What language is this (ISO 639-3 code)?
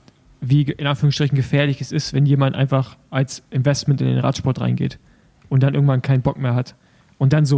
deu